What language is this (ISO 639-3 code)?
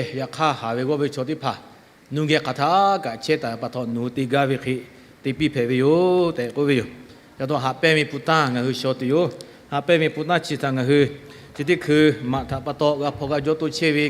lhu